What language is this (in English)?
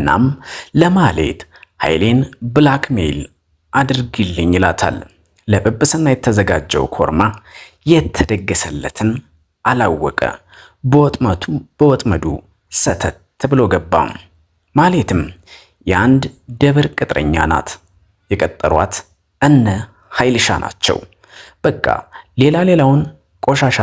Amharic